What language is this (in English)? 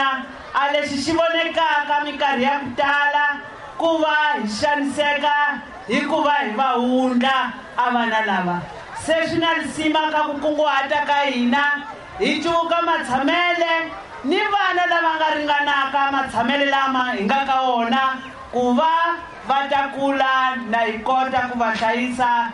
Tsonga